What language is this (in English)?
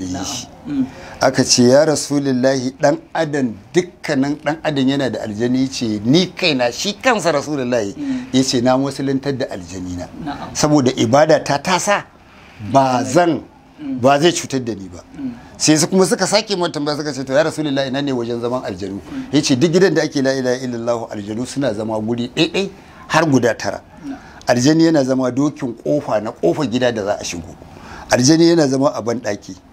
Hausa